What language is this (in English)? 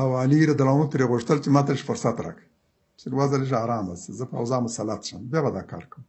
Pashto